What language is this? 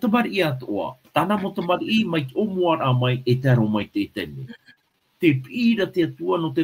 Tahitian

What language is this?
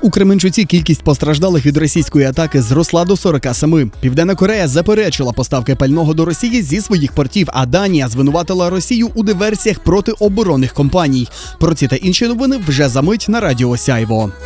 Ukrainian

